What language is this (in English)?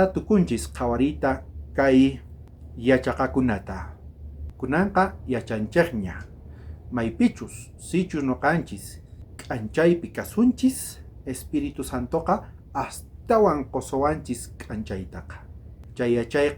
South Bolivian Quechua